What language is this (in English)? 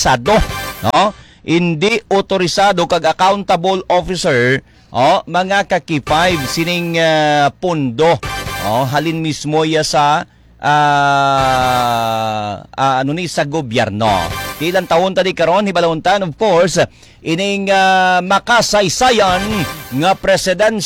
Hiligaynon